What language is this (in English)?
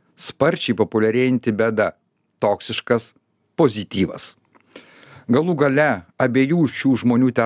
Lithuanian